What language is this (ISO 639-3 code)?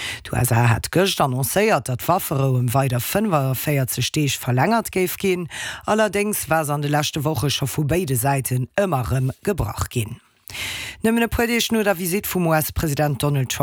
ltz